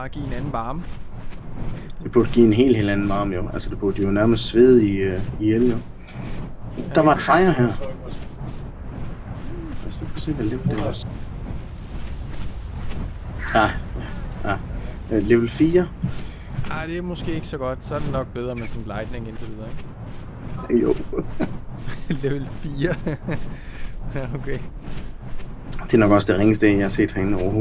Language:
Danish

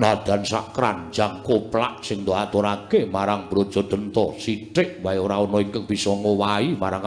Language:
Javanese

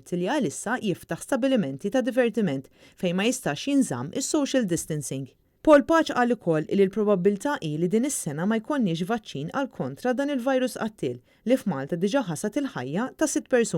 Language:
Maltese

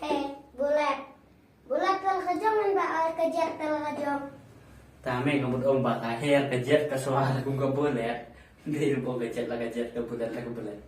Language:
Khasi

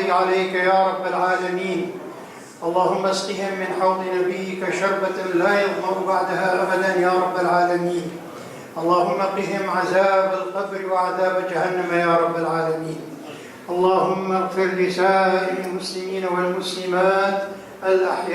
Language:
Kabardian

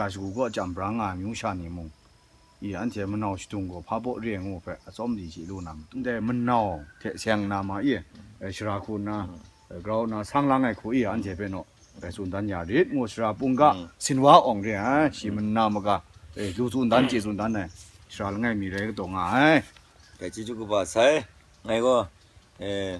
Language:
Kachin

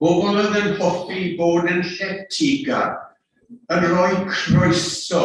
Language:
Welsh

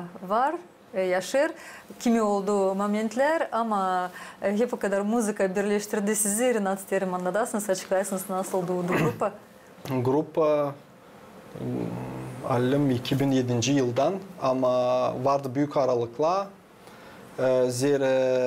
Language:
Gagauz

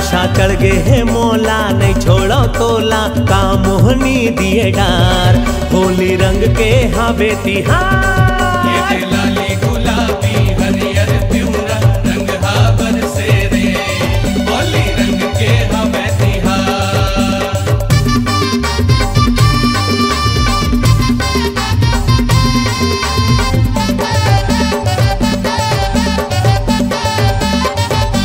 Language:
Chhattisgarhi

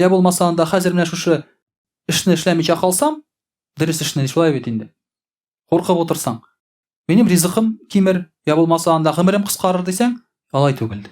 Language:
Tatar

